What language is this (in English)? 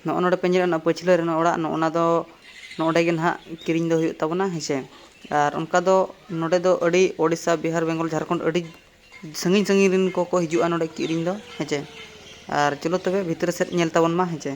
Santali